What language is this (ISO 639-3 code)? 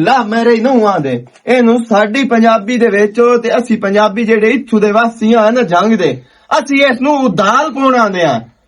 lah